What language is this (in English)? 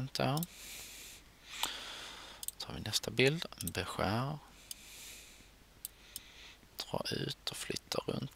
Swedish